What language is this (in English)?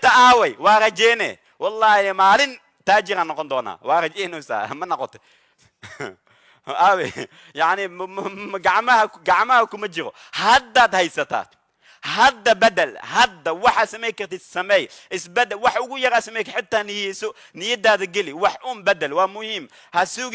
Somali